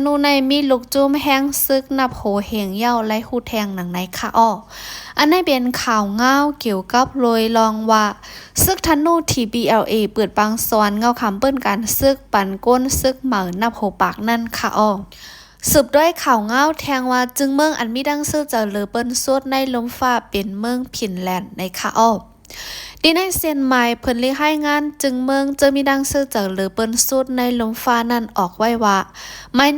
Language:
Shan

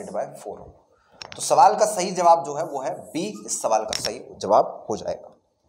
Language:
Hindi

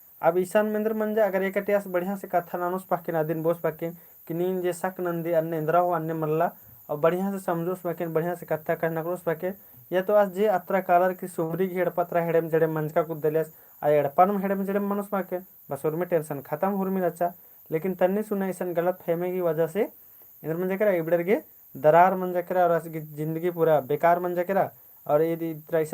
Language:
Kurukh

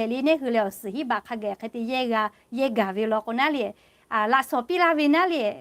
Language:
Lahu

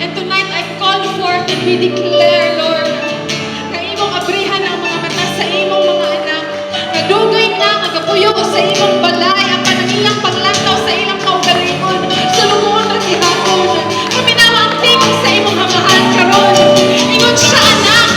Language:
Cebuano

